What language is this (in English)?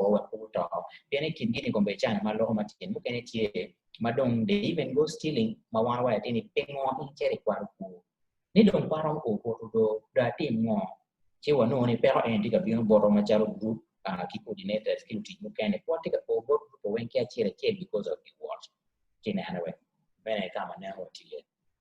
Acoli